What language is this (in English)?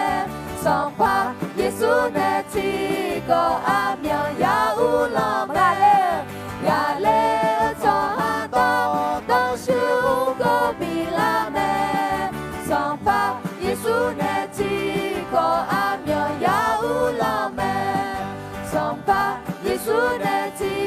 Akha